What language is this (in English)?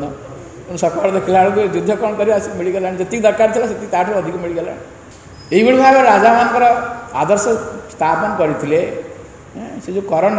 Odia